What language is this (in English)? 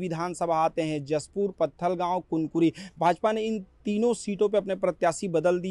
Hindi